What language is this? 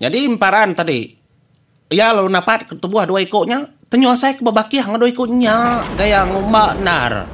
Iban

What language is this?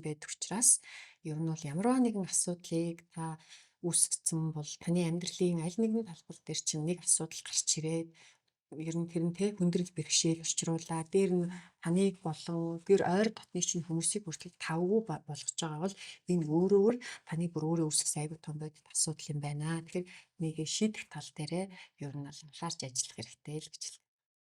Mongolian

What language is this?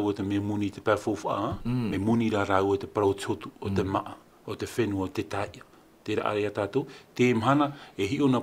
Tahitian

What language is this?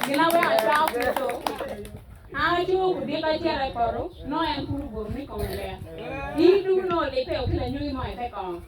Acoli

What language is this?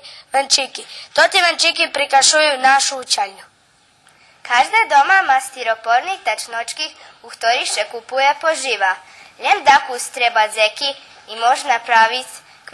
Rusyn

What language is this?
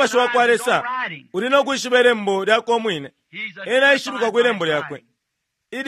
Bemba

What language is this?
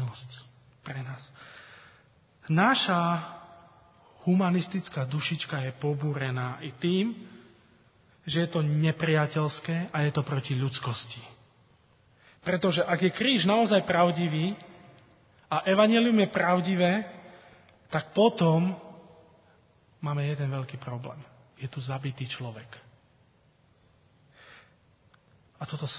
Slovak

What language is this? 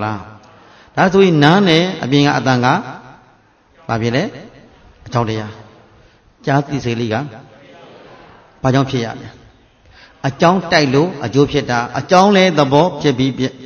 Burmese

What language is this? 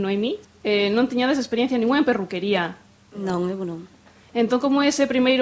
Galician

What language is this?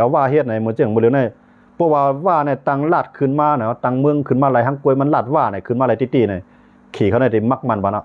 Shan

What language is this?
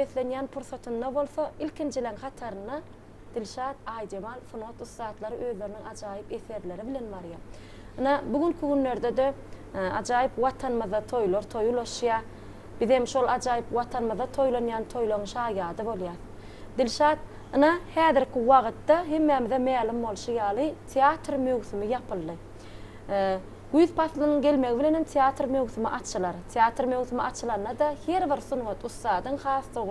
Turkmen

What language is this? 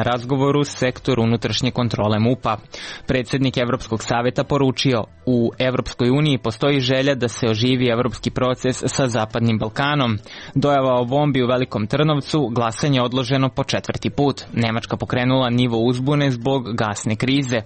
Serbian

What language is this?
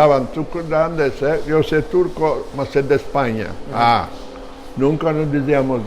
Ladino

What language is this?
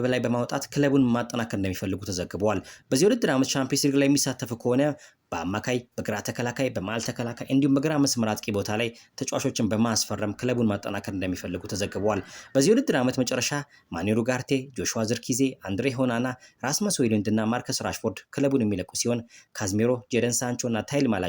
Amharic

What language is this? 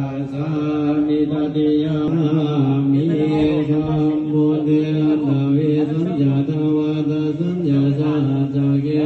Pali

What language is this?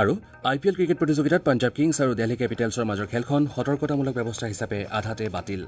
Assamese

